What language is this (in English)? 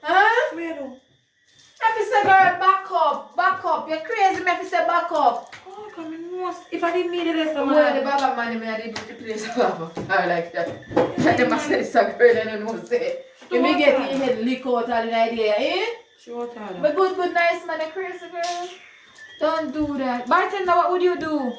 Jamaican Creole English